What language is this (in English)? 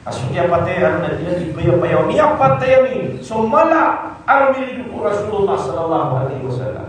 Maranao